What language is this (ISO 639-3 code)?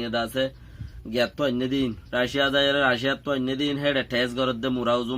rhg